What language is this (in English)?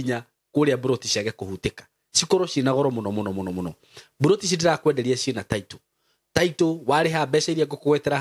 Kikuyu